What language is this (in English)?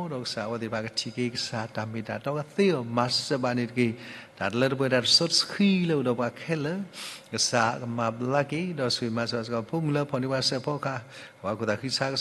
S'gaw Karen